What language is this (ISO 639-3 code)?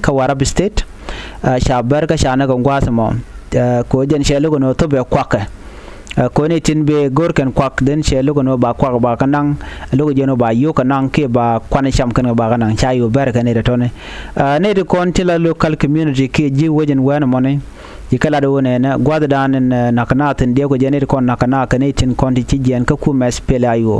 nus